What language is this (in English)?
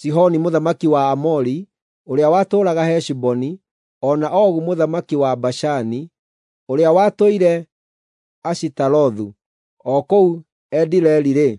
Kikuyu